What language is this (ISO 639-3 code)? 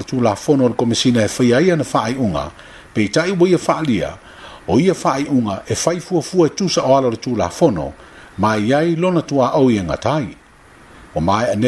smo